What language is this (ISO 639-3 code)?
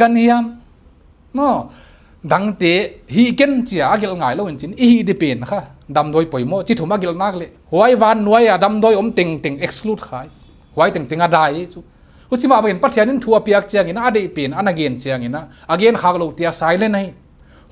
pck